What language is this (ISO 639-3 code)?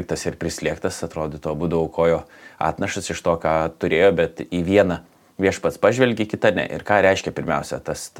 lit